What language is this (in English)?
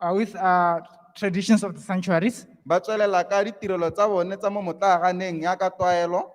Tswana